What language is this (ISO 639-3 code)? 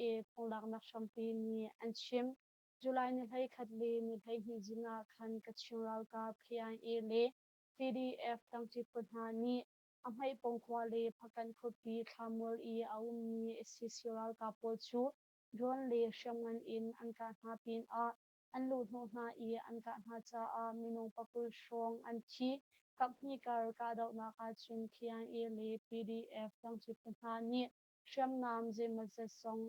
cnh